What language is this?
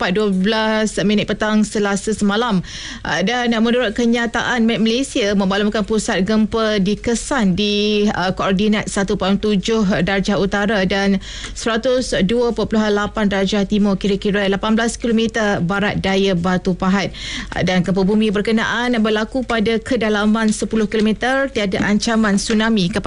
Malay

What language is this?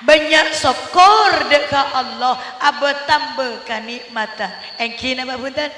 Madurese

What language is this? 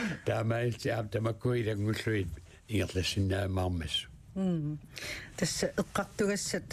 Kalaallisut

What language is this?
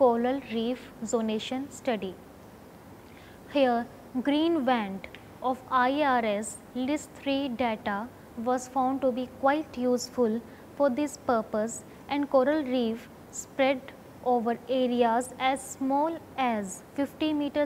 English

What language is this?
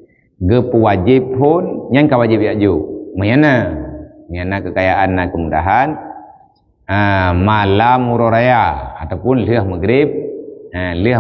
Achinese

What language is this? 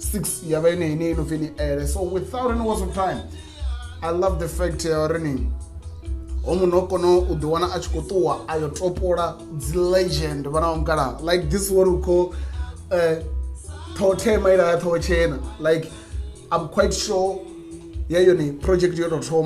Venda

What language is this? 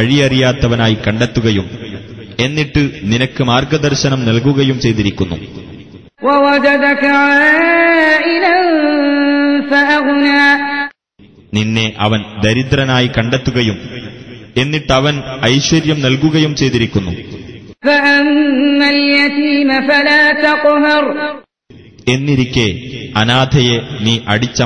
Malayalam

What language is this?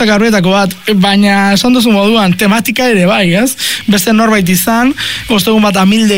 Basque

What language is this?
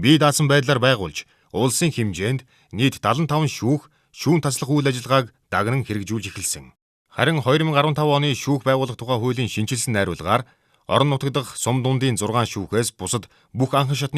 Mongolian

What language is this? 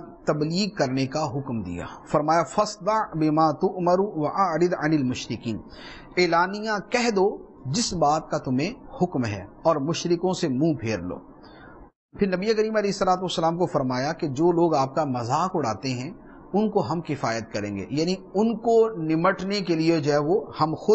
Urdu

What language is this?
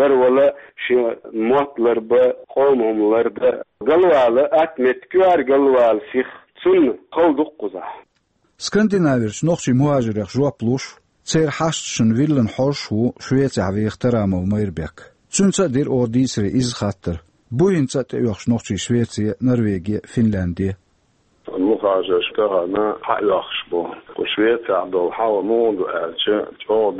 Chechen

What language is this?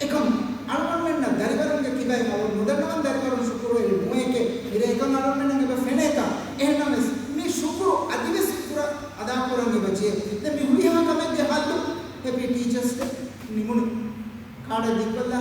Divehi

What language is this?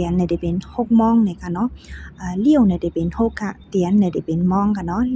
Shan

